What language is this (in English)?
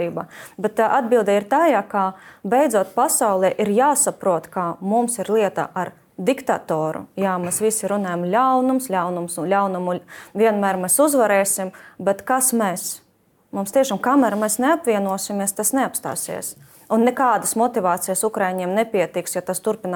Latvian